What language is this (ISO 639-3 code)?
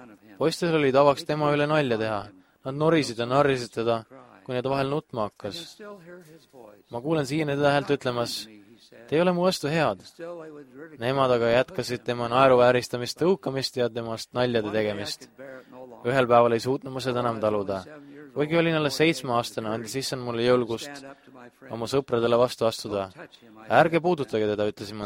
est